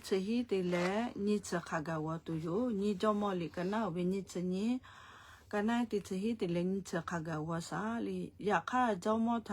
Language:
Lahu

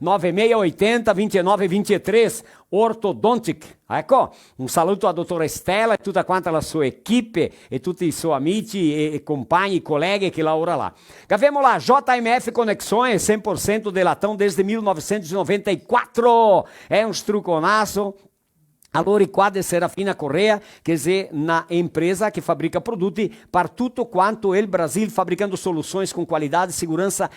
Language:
Venetian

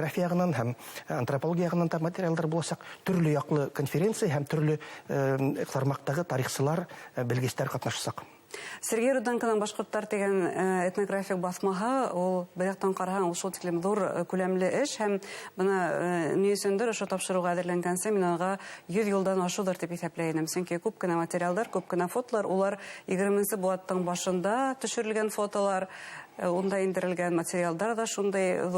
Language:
Bashkir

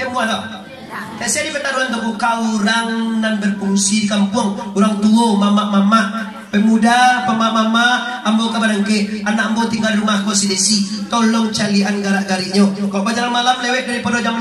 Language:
Minangkabau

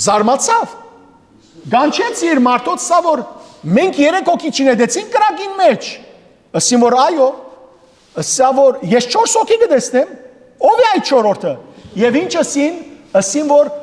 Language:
Western Armenian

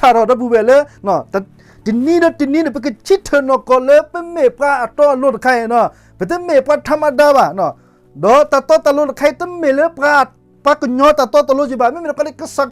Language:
S'gaw Karen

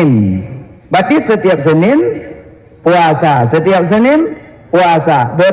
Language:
Achinese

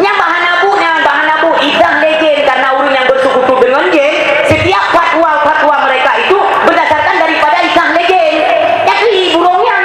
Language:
Achinese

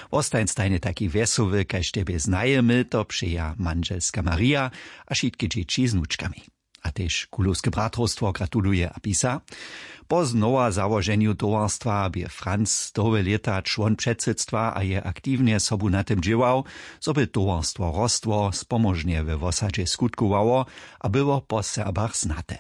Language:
Upper Sorbian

